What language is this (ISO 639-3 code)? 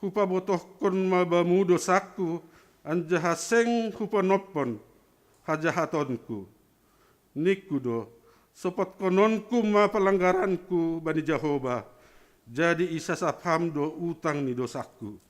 bts